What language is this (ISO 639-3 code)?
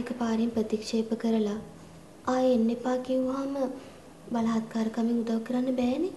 sin